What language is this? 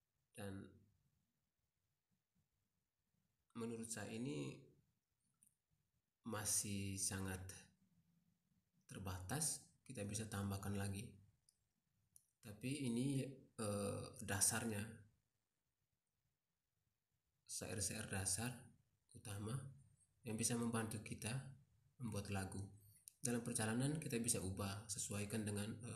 Indonesian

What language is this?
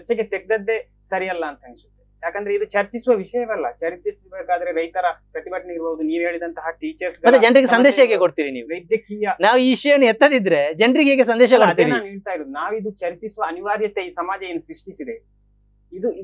Kannada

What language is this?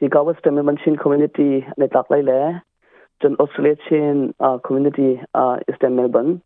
Hakha Chin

